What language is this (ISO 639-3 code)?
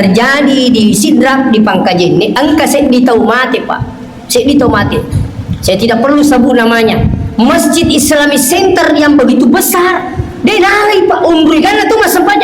bug